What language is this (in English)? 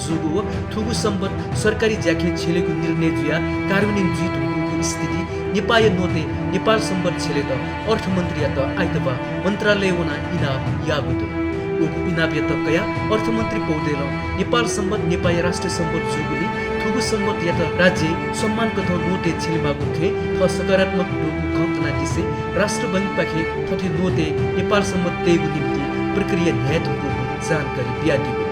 Newari